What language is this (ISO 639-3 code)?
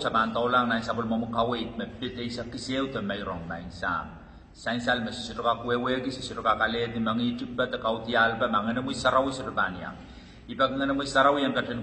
pon